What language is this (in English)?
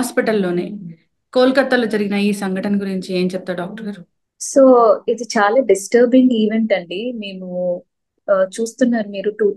Telugu